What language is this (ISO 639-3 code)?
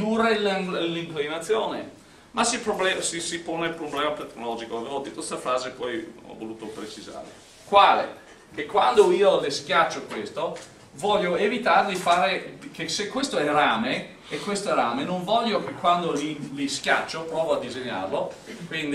ita